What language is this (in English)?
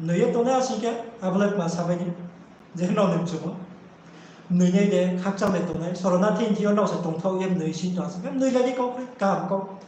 Riang (India)